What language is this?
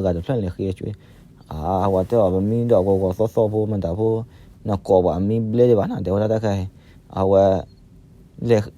S'gaw Karen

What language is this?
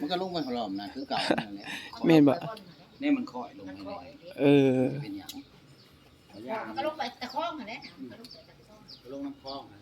Northeastern Thai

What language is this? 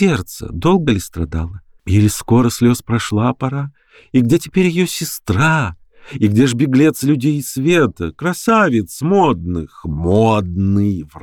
Russian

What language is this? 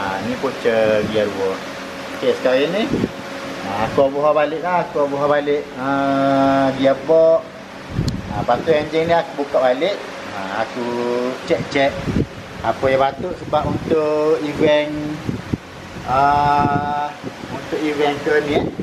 Malay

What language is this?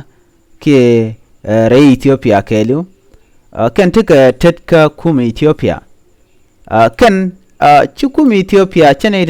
Nuer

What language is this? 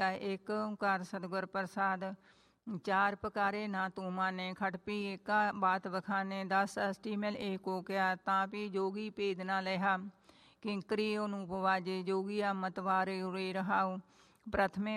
Punjabi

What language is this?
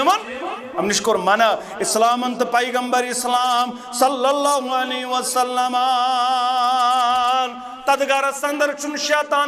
Kashmiri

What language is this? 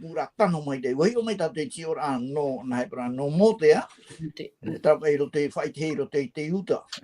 Tahitian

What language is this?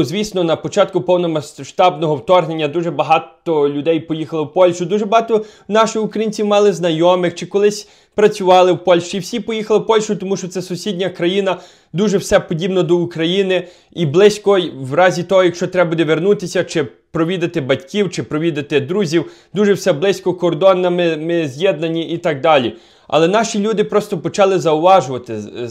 Ukrainian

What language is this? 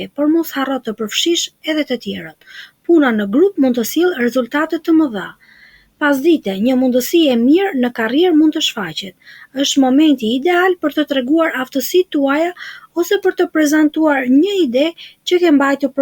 Albanian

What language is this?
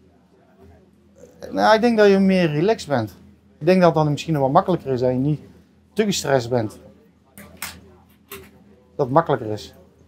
Dutch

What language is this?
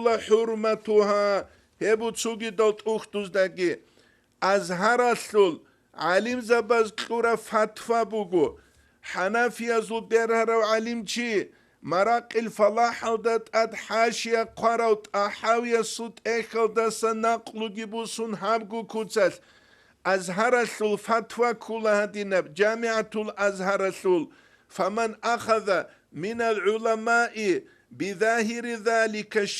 Avaric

